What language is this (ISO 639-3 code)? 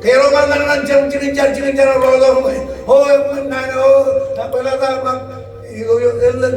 mah